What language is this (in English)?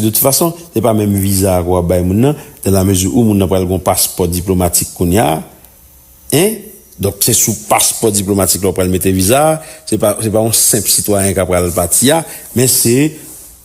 Haitian Creole